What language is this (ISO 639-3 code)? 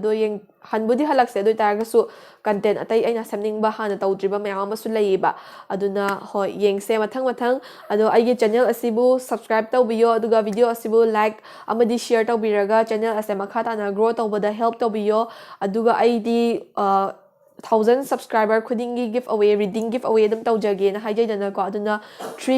mni